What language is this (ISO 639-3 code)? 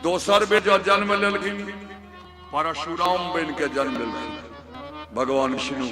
mai